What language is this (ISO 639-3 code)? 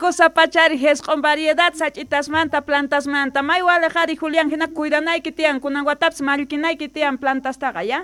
que